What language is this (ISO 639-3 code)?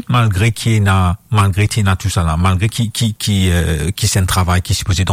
mfe